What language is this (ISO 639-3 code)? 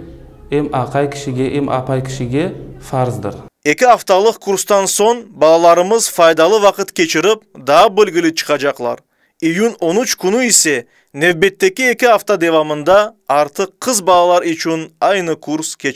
crh